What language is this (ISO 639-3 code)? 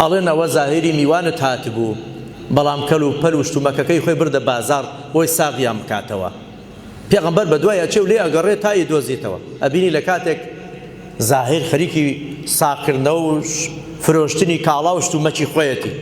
ckb